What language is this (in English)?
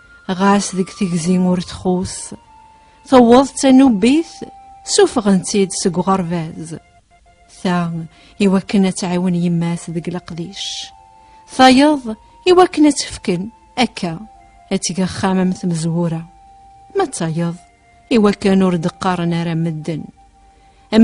Kabyle